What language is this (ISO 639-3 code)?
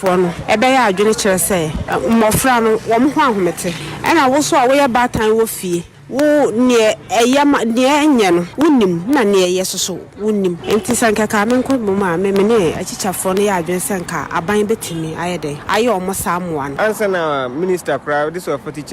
aka